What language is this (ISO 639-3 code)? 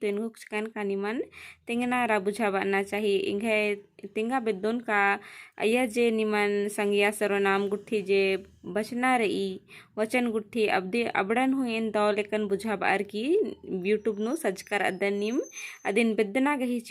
kru